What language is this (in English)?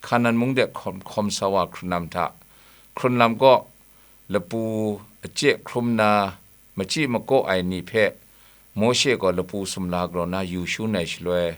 Kachin